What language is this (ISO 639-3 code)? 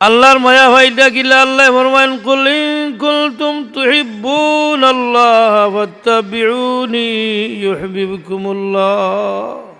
syl